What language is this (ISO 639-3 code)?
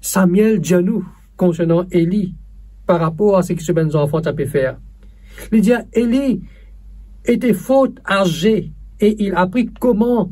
mfe